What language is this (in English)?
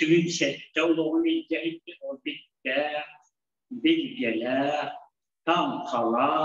Yakut